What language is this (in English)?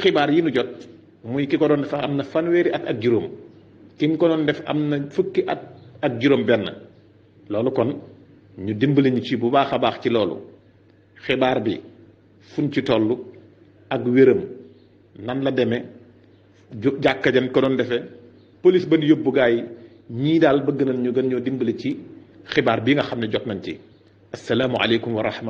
Wolof